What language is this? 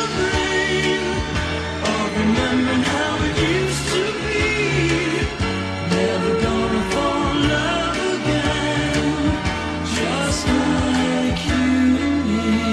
English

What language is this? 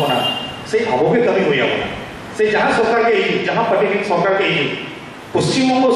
Santali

